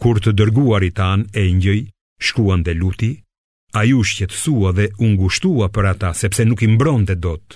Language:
Albanian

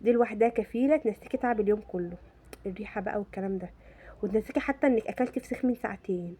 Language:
Egyptian Arabic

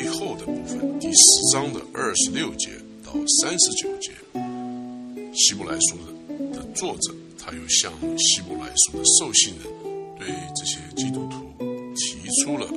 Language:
Chinese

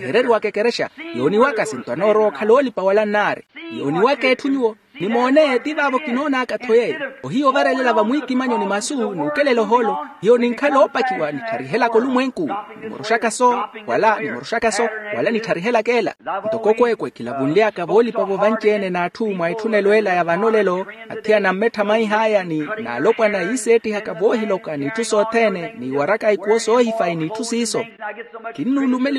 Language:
Makhuwa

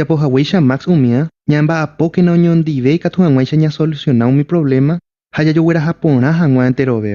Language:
Guarani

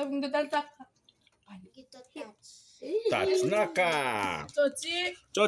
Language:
Fijian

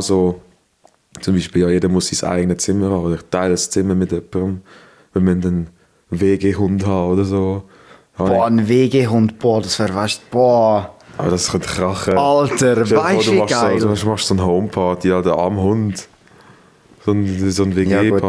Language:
Swiss German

